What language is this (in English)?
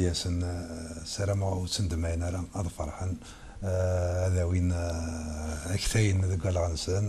Kabyle